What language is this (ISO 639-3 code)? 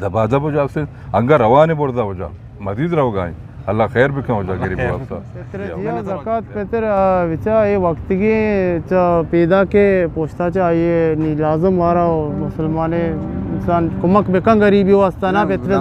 bgp